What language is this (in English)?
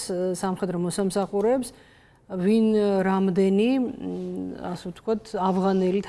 Georgian